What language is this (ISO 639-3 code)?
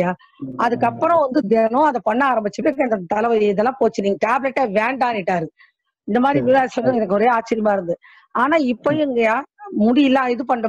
tam